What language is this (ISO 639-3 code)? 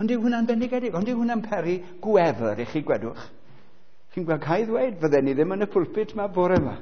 cym